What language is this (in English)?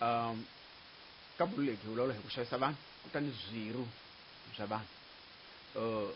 Tsonga